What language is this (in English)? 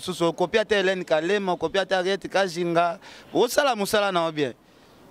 Lingala